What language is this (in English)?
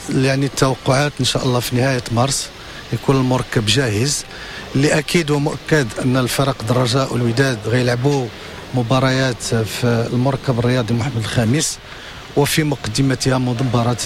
Moroccan Arabic